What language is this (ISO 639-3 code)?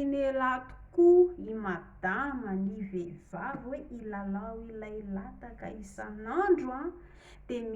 mlg